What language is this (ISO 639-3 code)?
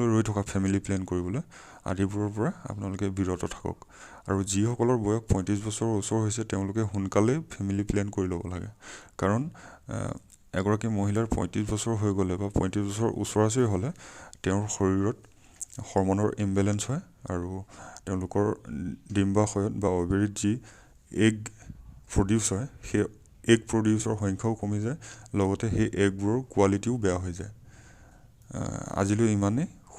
asm